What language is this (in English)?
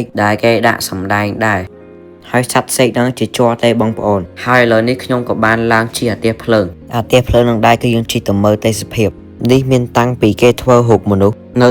Khmer